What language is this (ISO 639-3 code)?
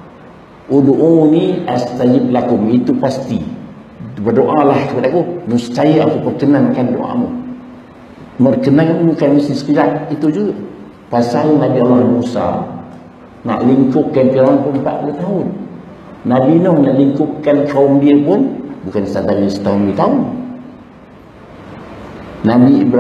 msa